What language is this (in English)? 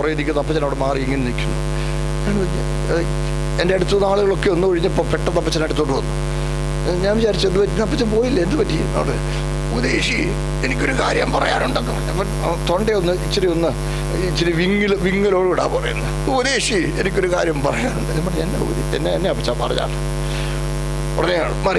Malayalam